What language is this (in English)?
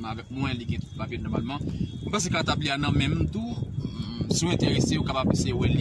Haitian Creole